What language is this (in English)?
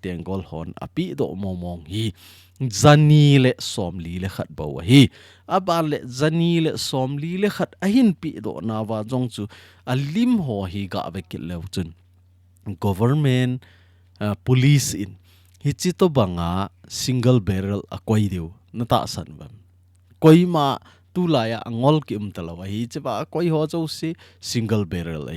Thado Chin